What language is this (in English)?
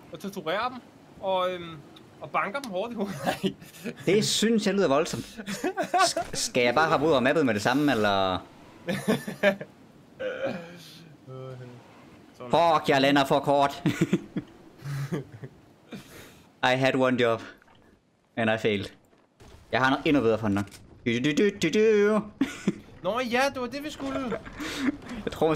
Danish